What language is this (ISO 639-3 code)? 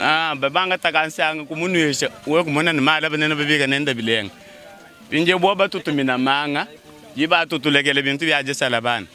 lua